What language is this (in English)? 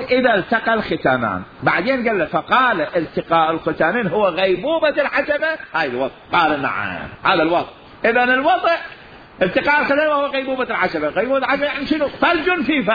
Mesopotamian Arabic